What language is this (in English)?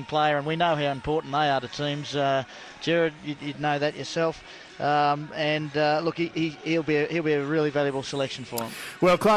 English